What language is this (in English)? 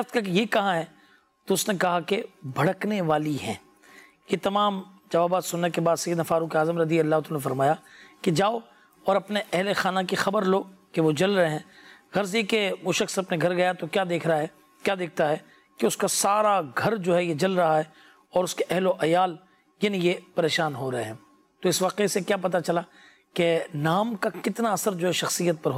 Urdu